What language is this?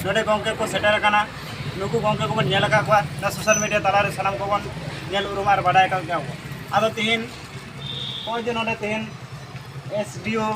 Santali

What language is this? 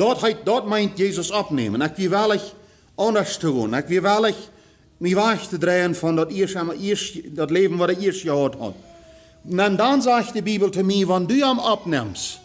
Plautdietsch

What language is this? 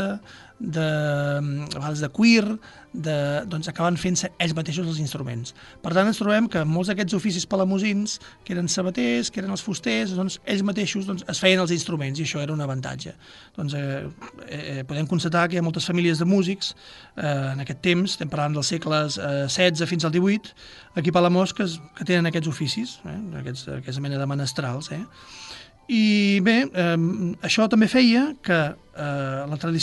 Catalan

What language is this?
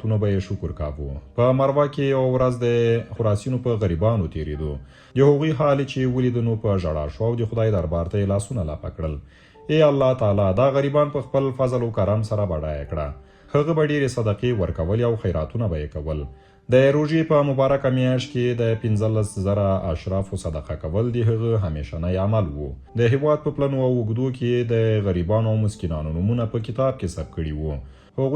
Pashto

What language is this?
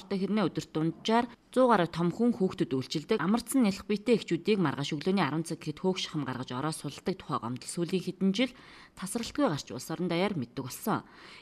Mongolian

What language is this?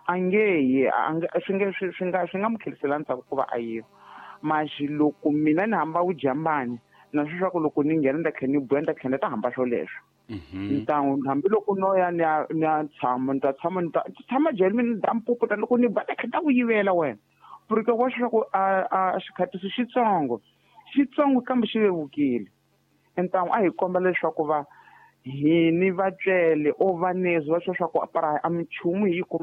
Tsonga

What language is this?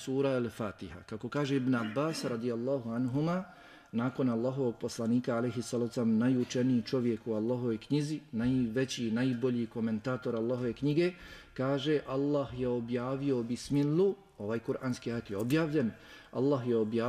Bosnian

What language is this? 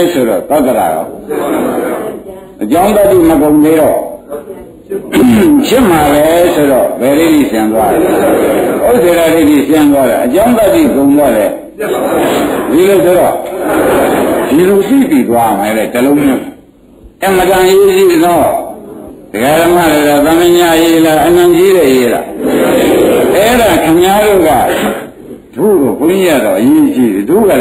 Burmese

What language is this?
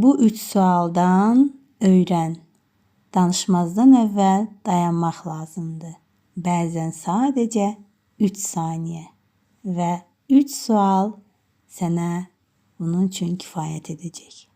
Azerbaijani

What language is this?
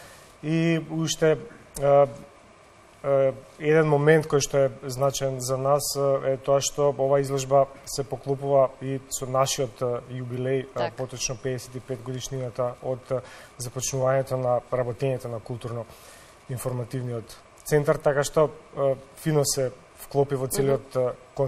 Macedonian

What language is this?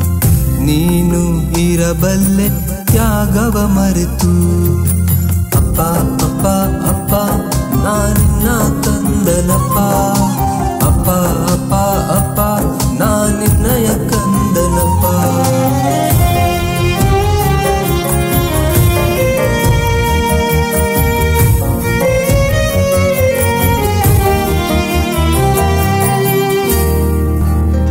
Kannada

